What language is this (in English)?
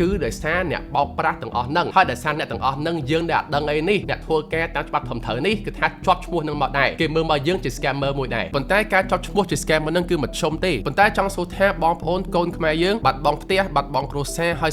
Khmer